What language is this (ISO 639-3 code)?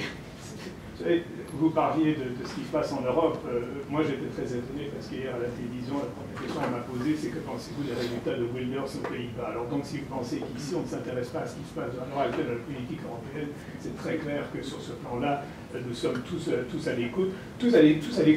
fra